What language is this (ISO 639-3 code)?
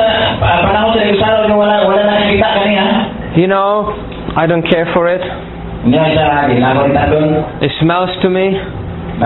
fil